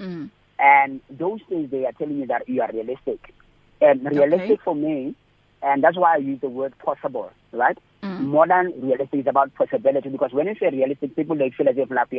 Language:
English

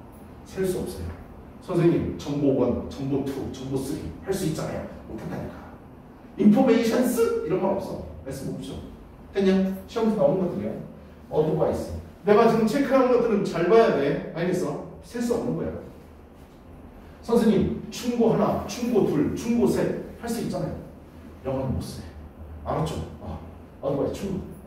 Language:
Korean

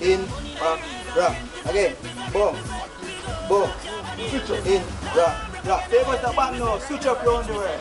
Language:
Jamaican Creole English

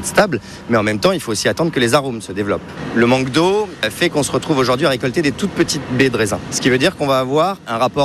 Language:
French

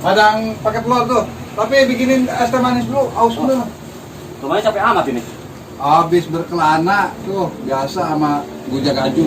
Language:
Betawi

